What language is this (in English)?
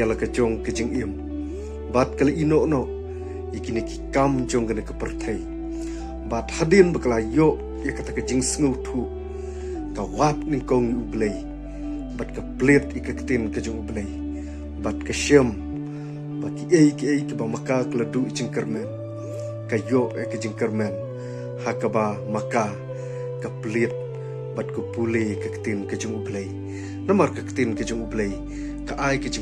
Khasi